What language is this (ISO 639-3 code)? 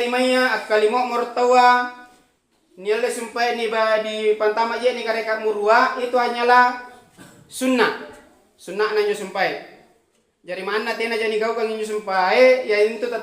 mak